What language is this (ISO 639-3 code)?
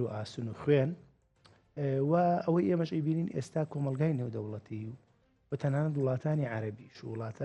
ckb